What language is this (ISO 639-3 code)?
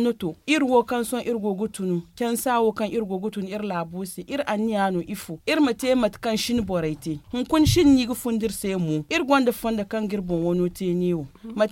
dje